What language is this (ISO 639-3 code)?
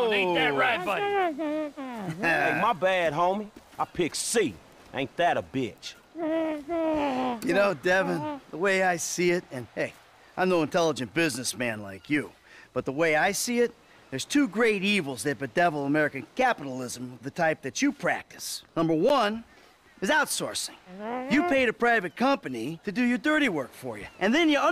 eng